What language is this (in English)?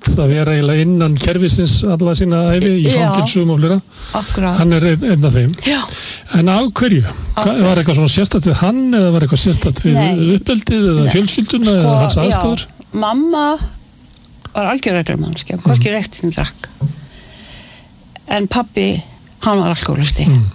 Icelandic